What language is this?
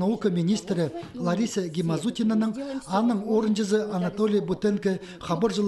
Khakas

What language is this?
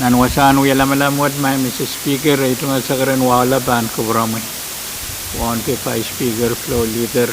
Pohnpeian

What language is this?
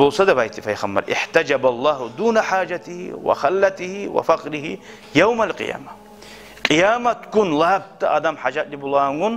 Kumyk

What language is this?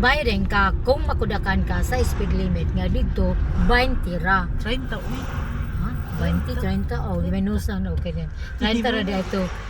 Cebuano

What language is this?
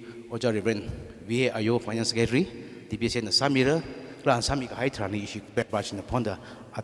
Tangkhul Naga (India)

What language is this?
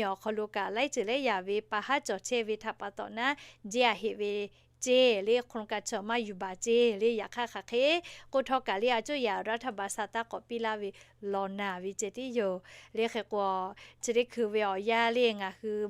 Lahu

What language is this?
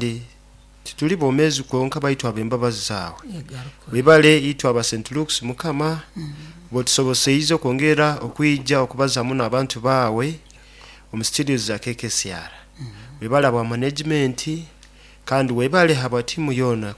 Nyoro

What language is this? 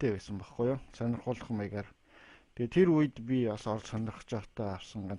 Mongolian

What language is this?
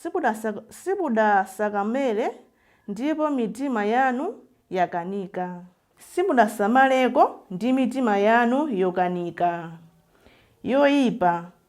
Nyanja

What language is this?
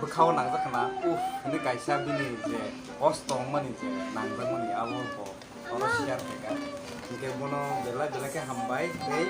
Kok Borok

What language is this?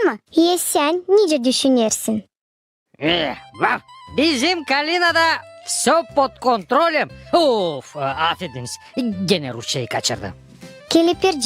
Gagauz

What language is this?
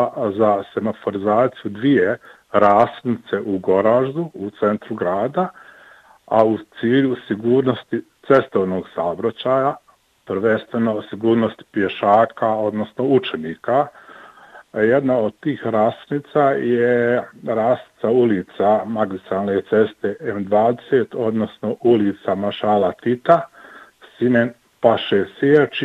Bosnian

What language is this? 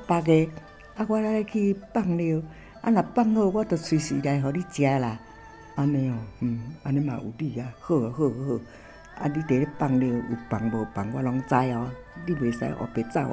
Min Nan Chinese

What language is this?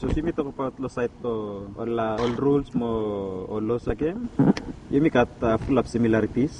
Bislama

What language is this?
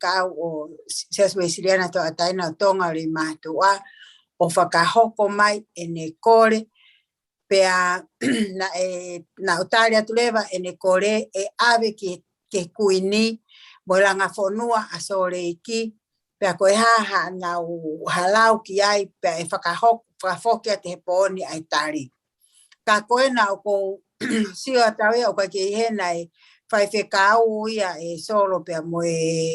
Tongan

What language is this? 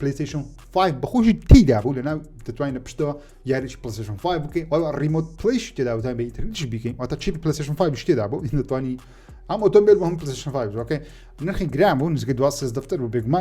Central Kurdish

